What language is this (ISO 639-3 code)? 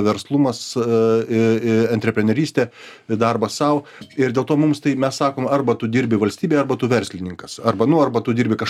lit